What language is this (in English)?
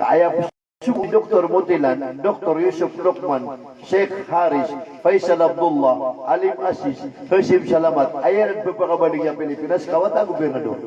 Maranao